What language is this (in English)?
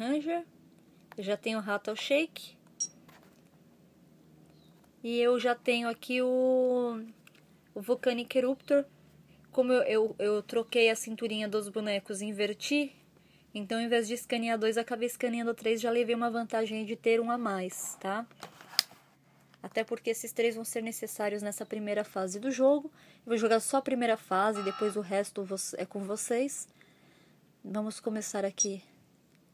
Portuguese